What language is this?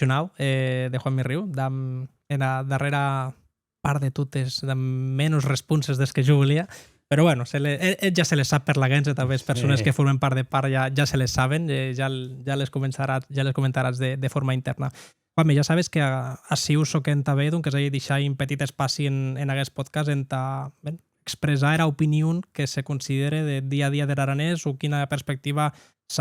Occitan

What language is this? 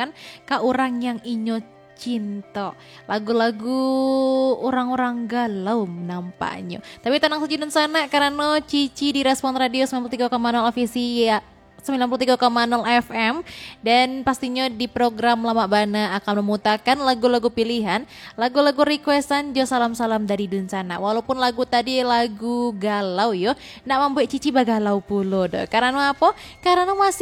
Minangkabau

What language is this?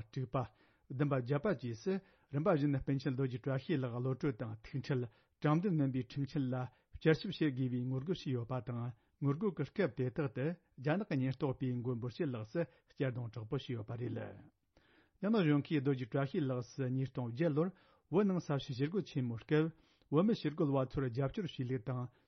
Tibetan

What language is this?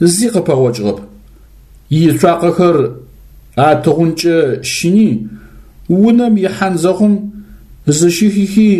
Adyghe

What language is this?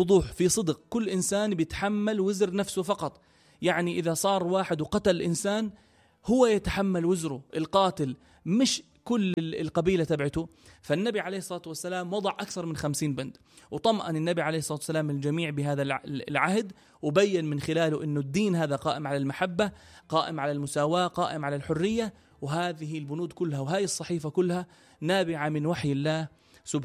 North Levantine Arabic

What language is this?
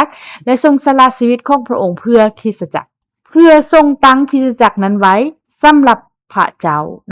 Lao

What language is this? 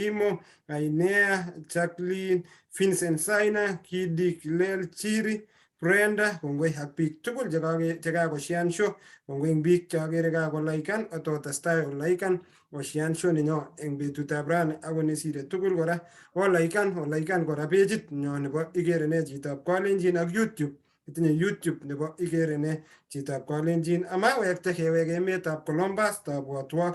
Kalenjin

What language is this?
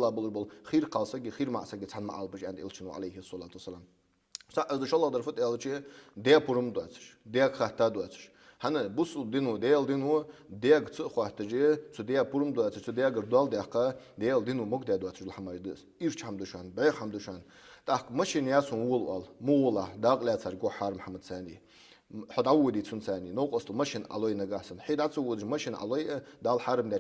Ingush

